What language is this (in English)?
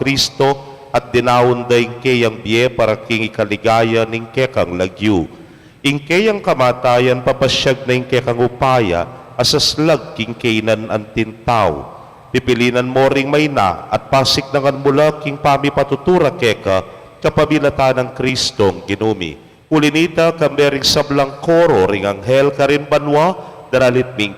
Pampanga